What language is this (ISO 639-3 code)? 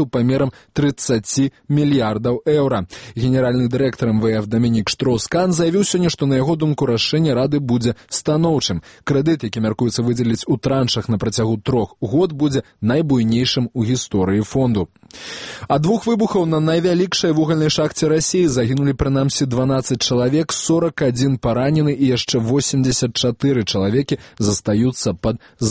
bel